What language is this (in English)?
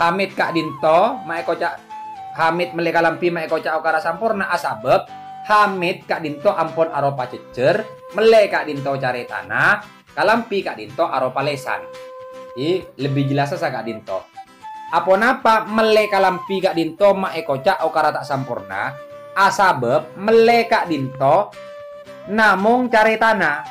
Madurese